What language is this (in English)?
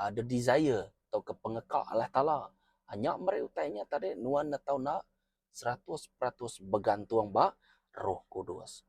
Iban